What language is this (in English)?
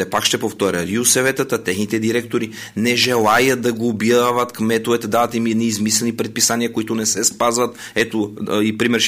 Bulgarian